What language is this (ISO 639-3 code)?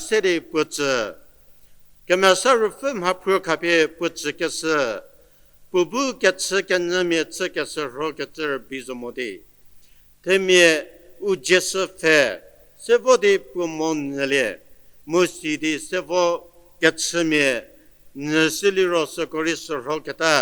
njm